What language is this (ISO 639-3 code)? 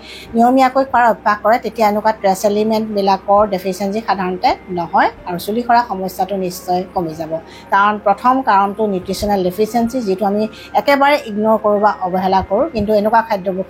asm